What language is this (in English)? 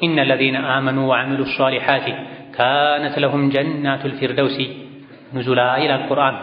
Amharic